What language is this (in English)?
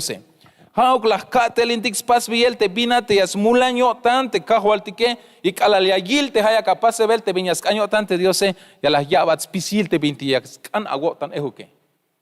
Tzeltal